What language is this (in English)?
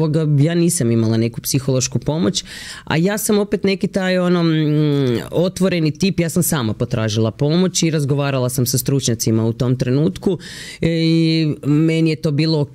Croatian